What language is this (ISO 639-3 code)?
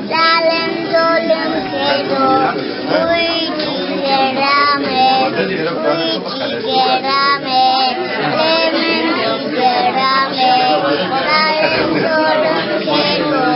zza